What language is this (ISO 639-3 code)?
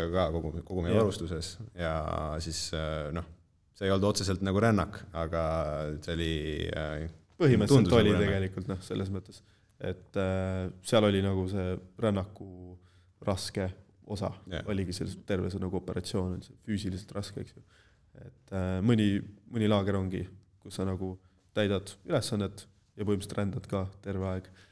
est